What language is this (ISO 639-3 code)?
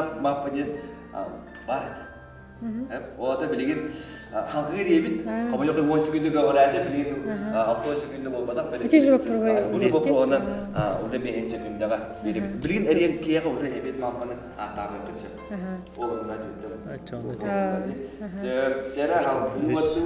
sah